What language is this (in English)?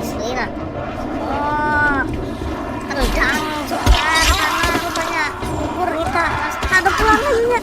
Banjar